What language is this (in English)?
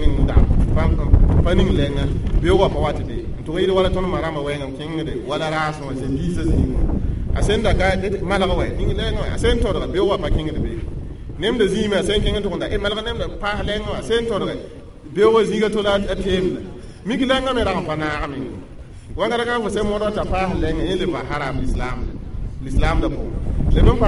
Mossi